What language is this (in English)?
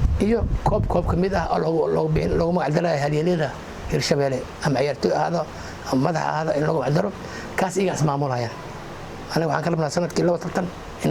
Somali